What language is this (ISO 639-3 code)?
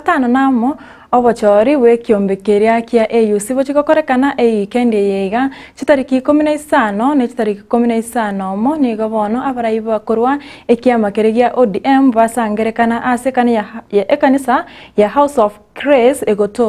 guz